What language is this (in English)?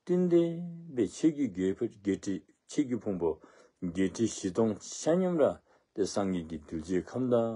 Dzongkha